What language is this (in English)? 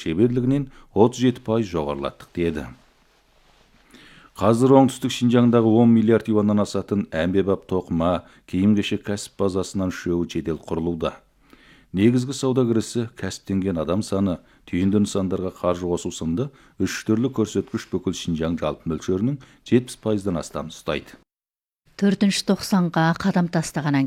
Kazakh